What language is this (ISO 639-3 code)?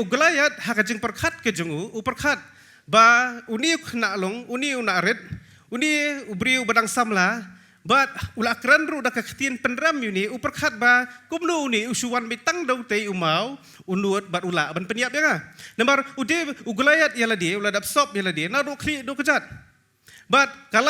kha